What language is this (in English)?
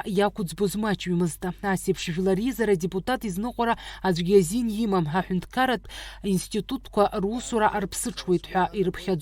Abkhazian